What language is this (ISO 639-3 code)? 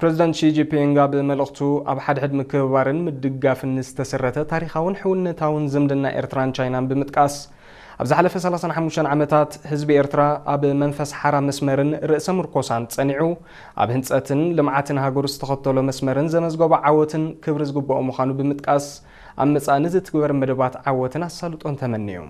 tir